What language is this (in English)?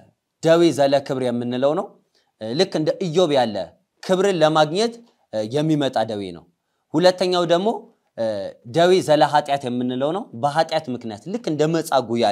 Amharic